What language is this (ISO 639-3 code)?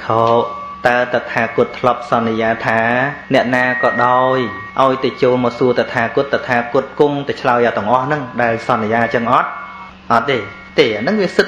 khm